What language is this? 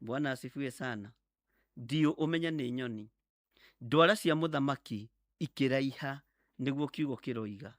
Kikuyu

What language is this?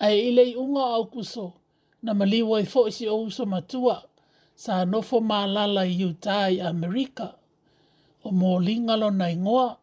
Samoan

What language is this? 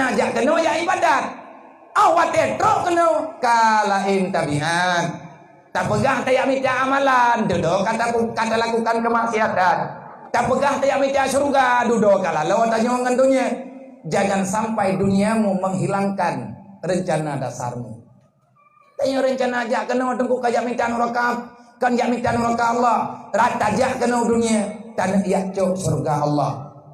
Achinese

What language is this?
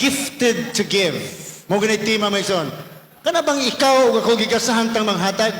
Cebuano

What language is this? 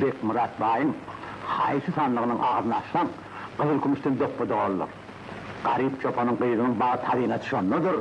Turkmen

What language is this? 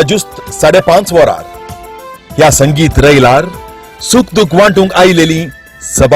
Konkani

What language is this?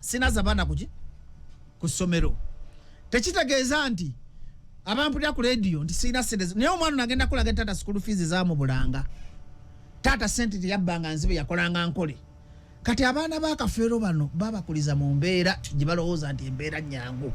Ganda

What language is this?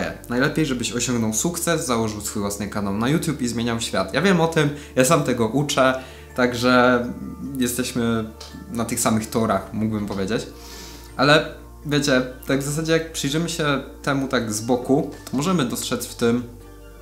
Polish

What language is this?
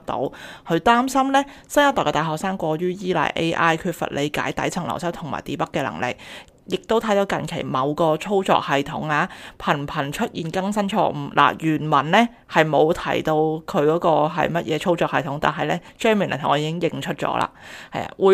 Cantonese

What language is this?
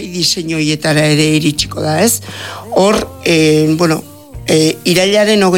Basque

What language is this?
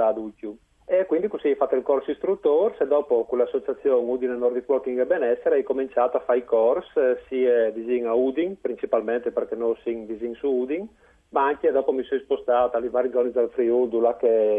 Friulian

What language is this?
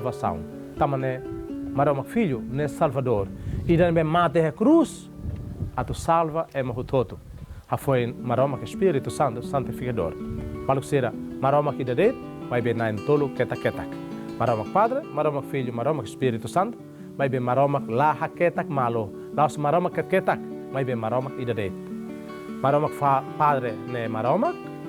Tetum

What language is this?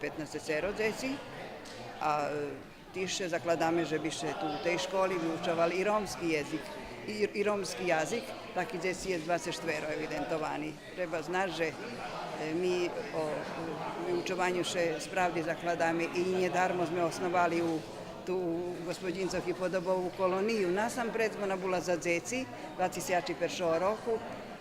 Rusyn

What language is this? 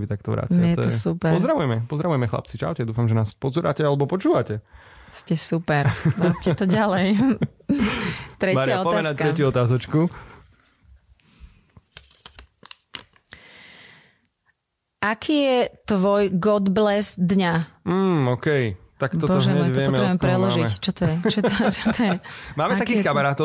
Slovak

